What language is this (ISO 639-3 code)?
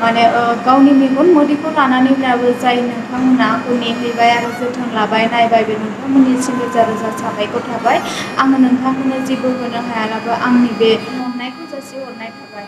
brx